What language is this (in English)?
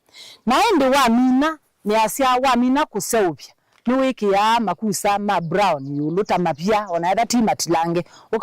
Kamba